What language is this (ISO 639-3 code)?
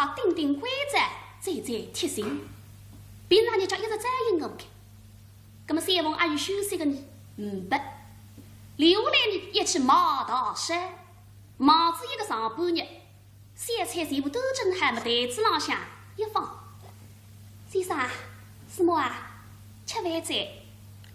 wuu